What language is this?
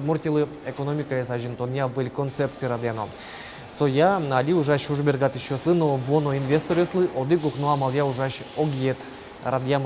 Udmurt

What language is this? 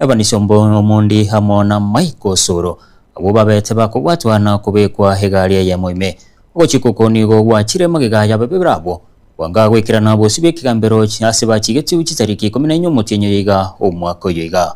Gusii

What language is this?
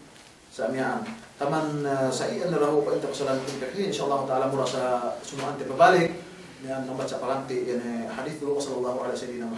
Yakan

